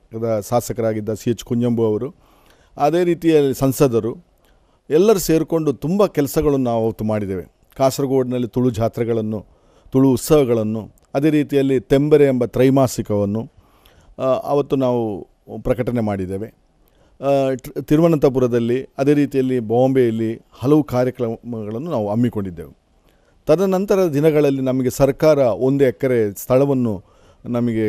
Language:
Kannada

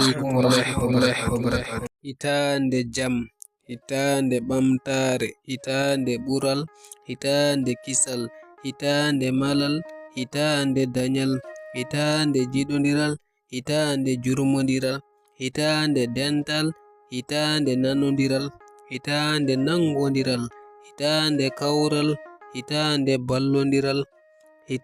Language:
Fula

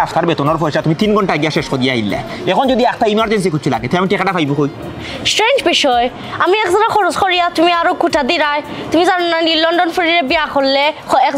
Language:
Sylheti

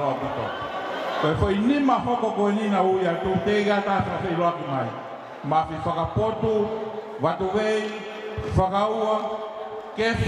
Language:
Tongan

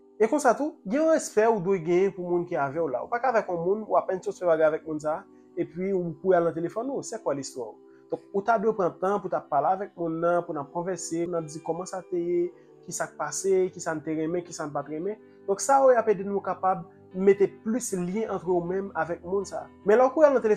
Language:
Haitian Creole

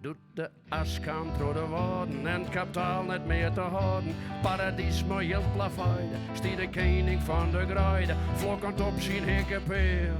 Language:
Western Frisian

